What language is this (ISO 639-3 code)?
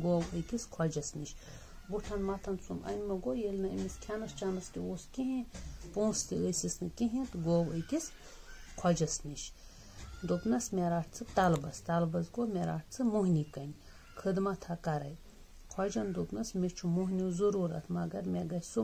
kas